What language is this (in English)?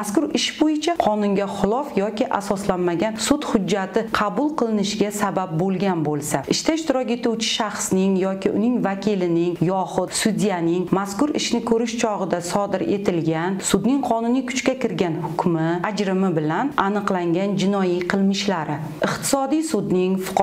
Uzbek